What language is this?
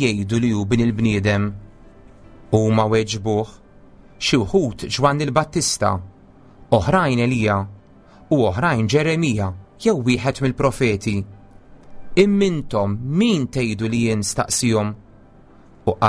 Maltese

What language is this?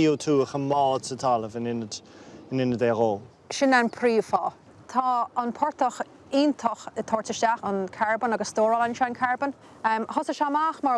Irish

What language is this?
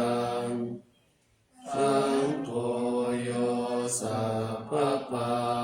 Pali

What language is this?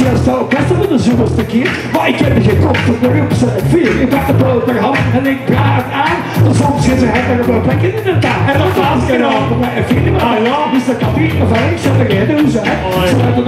Dutch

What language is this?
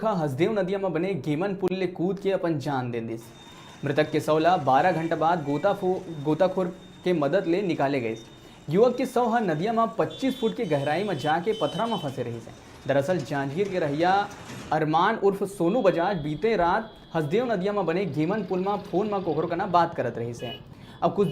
Chhattisgarhi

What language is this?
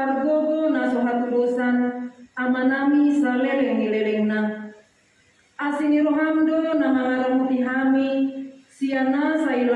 Batak Toba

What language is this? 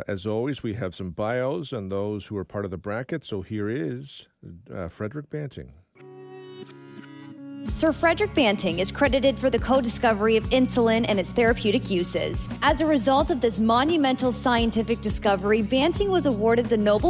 English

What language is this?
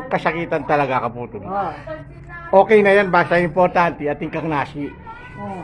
Pampanga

